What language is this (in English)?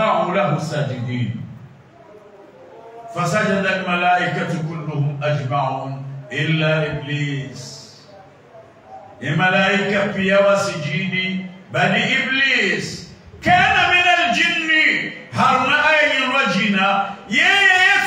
Swahili